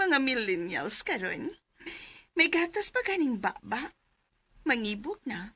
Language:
Cebuano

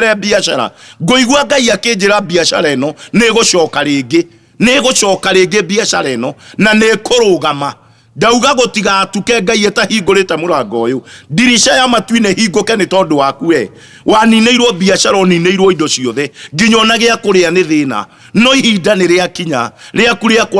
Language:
Kikuyu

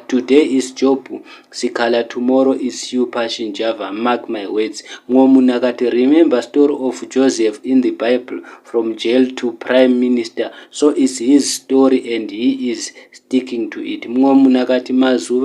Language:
Shona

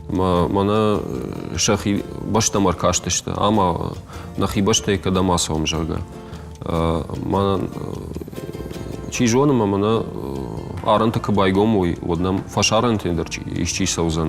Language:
Ossetic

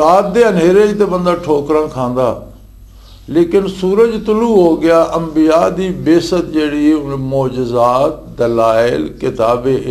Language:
Western Panjabi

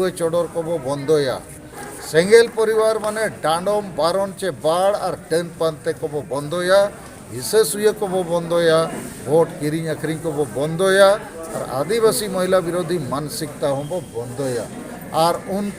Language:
Santali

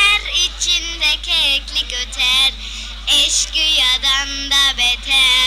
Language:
Zaza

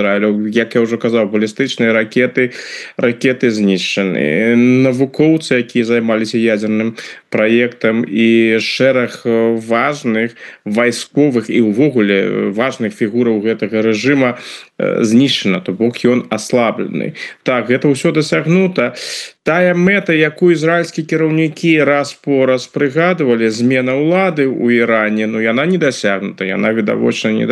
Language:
Belarusian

